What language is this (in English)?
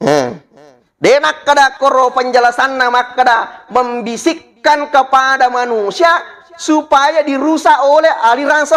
Buginese